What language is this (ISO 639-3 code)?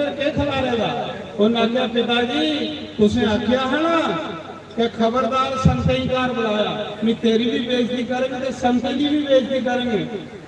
doi